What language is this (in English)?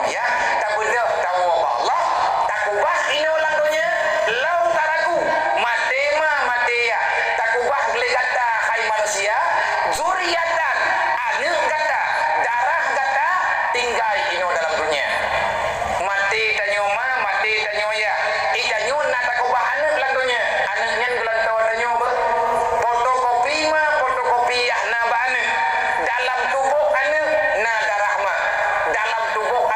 Achinese